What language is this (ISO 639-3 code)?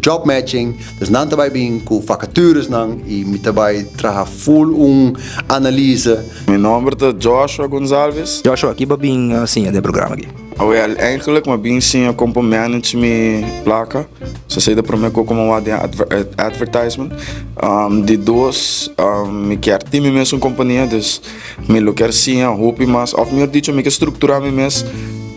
pap